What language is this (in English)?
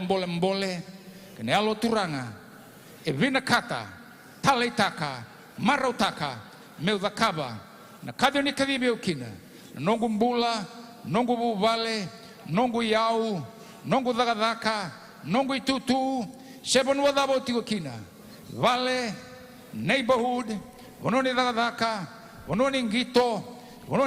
Fijian